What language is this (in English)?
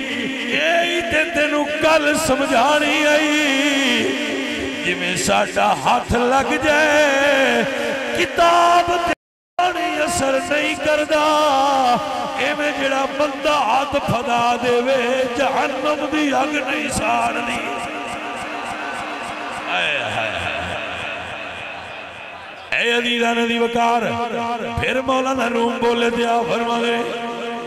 Western Panjabi